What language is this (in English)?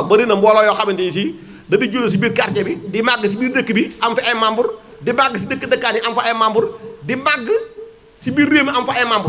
Wolof